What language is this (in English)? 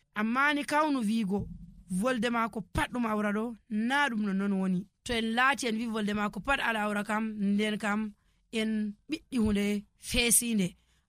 Nigerian Fulfulde